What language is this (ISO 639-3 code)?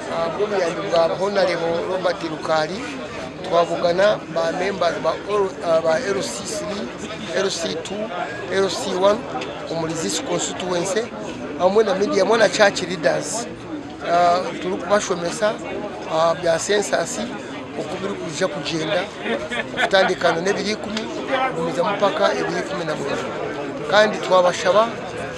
nyn